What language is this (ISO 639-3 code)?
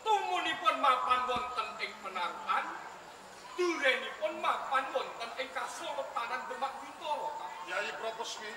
jav